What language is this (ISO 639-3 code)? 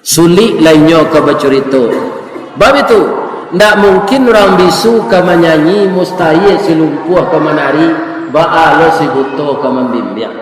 min